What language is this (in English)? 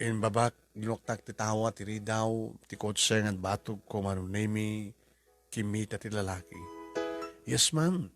Iloko